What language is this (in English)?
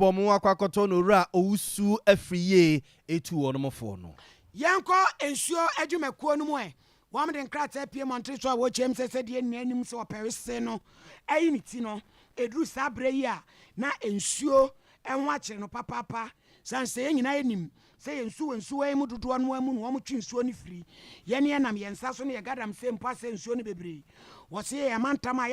Akan